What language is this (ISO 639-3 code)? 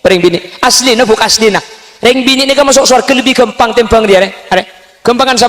mad